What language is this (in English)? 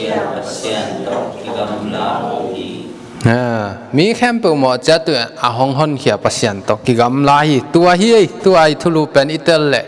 Tedim Chin